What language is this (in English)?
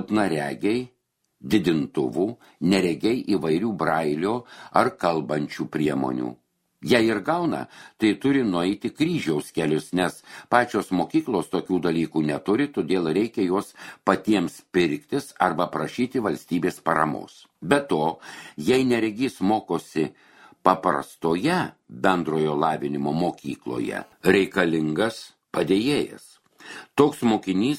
Lithuanian